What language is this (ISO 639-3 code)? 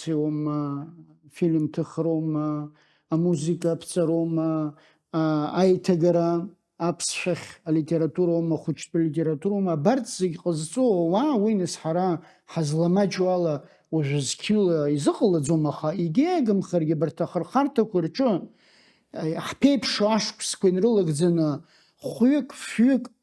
abk